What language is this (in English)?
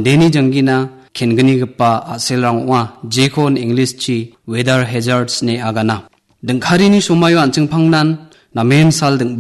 Garo